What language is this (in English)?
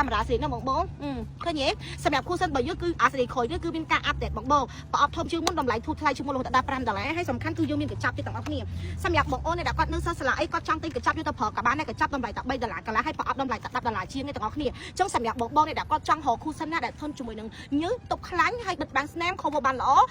Khmer